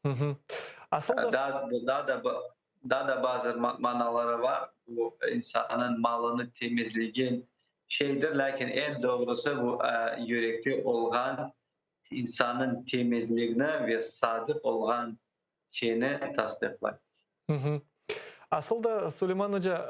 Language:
Crimean Tatar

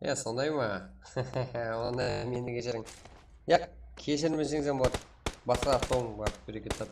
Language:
Kara-Kalpak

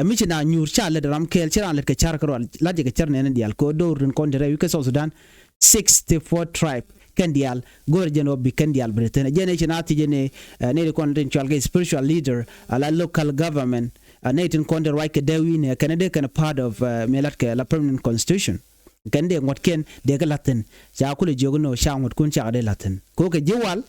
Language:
Nuer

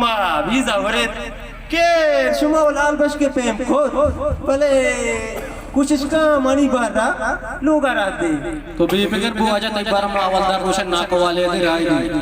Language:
Baluchi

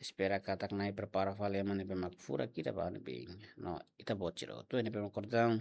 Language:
Tetum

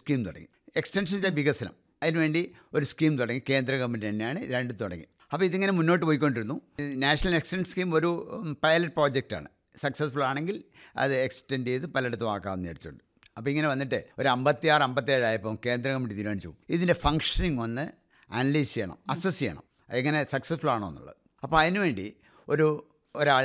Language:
Malayalam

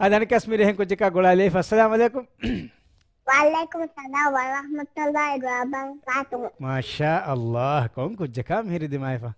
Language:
Divehi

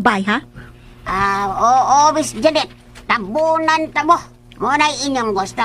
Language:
Cebuano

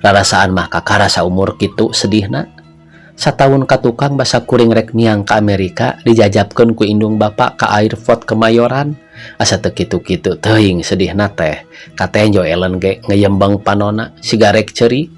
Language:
Sundanese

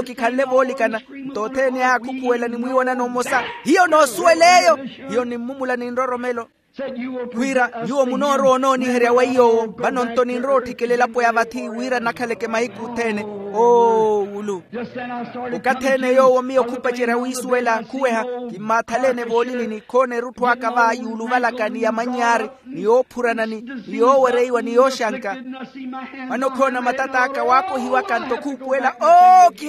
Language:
Makhuwa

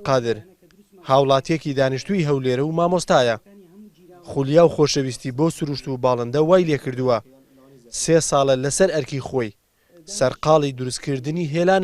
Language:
Central Kurdish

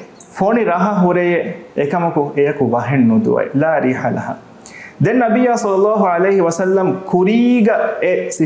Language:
Divehi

